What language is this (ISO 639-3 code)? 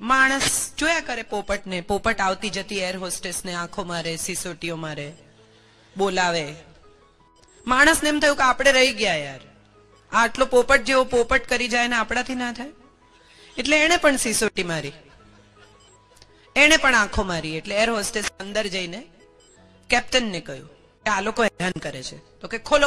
guj